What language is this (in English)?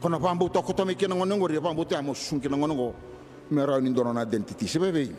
Fijian